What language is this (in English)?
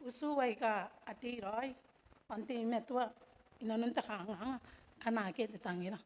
Gilbertese